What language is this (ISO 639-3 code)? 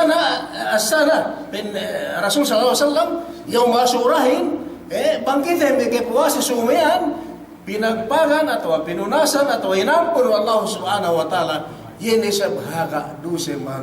yka